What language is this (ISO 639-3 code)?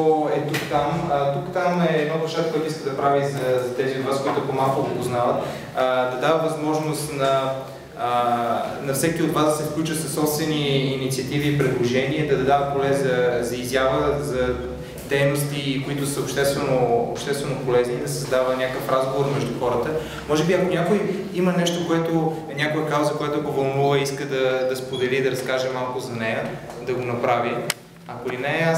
bul